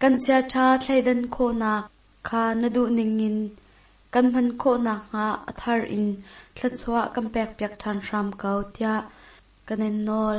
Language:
Hakha Chin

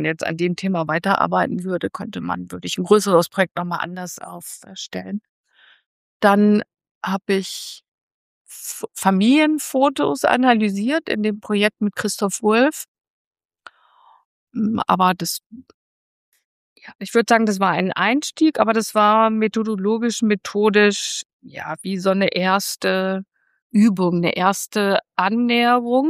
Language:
German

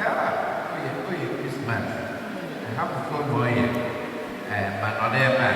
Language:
Igbo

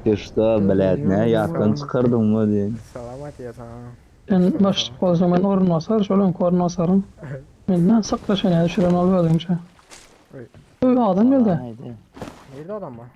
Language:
Turkmen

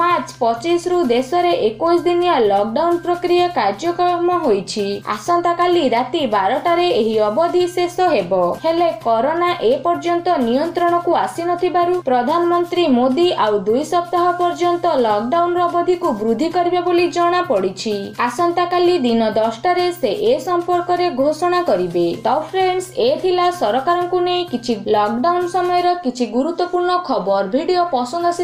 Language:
Odia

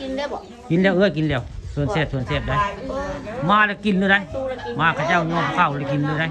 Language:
Northeastern Thai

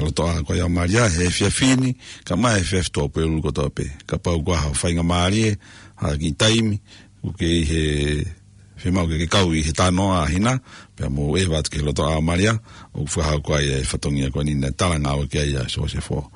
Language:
Tongan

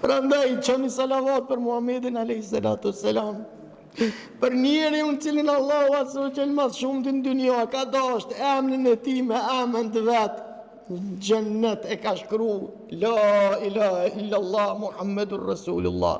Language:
Albanian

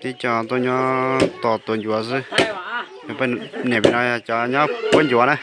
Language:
Hmong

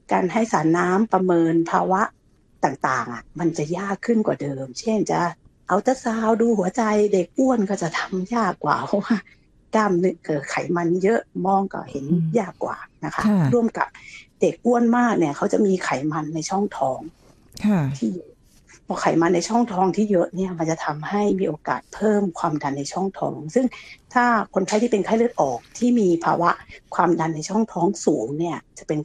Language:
Thai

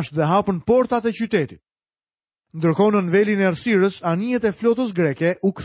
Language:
Albanian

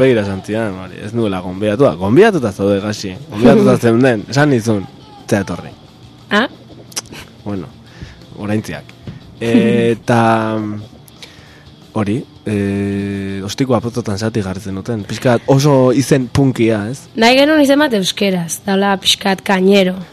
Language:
Basque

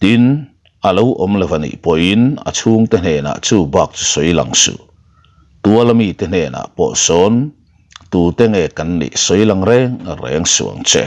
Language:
Mizo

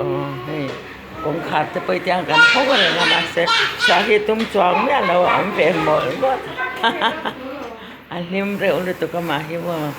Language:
Mizo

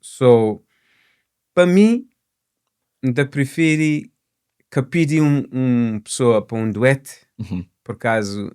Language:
Kabuverdianu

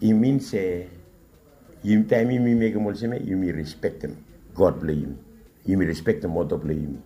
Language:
Bislama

